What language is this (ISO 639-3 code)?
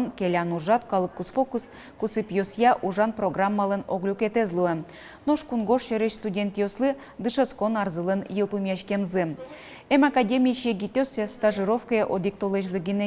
udm